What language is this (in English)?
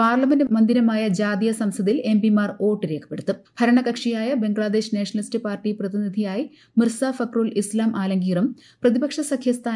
Malayalam